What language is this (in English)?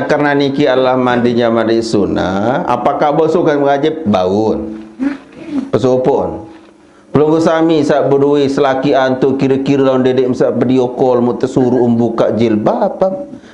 Sasak